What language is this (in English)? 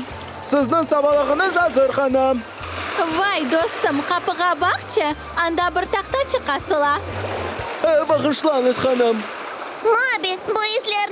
Crimean Tatar